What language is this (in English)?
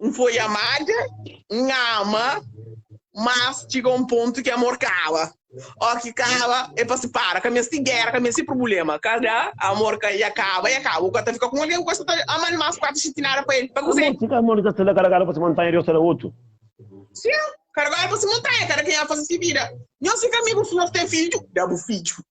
Kabuverdianu